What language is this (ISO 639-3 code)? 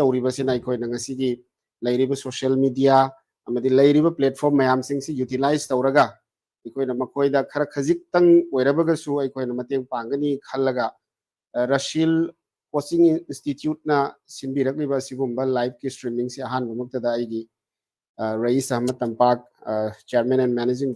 mni